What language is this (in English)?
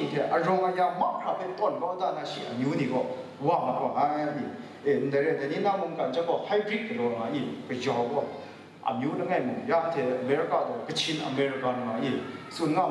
Kachin